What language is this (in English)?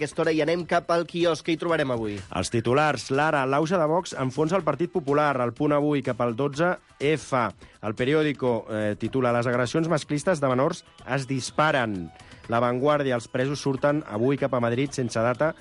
Catalan